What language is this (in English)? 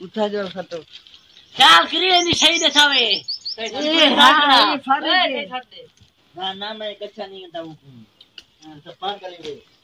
Saraiki